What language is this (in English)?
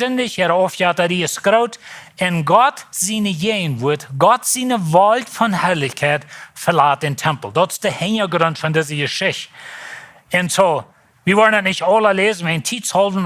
Plautdietsch